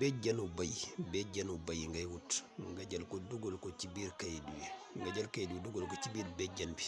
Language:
Wolof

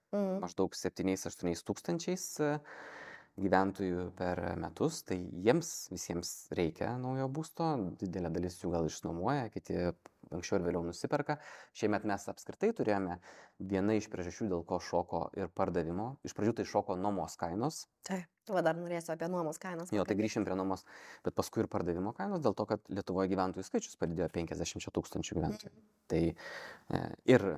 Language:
Lithuanian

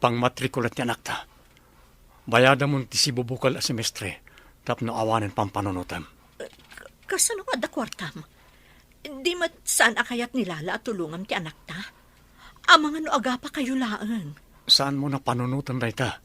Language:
Iloko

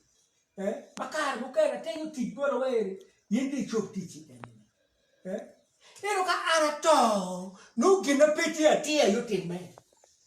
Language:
Acoli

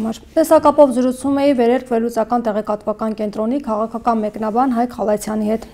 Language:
Armenian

